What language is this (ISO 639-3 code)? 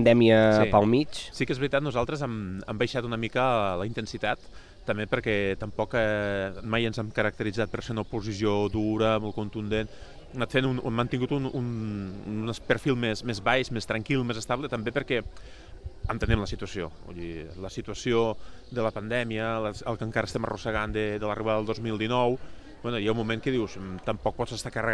cat